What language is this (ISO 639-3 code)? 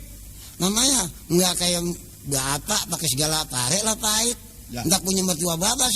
bew